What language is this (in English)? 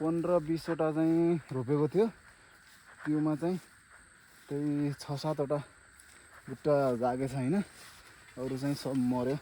Nepali